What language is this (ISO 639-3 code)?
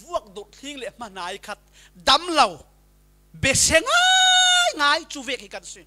cfm